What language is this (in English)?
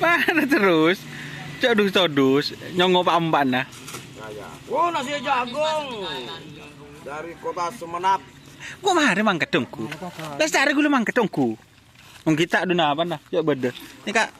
Madurese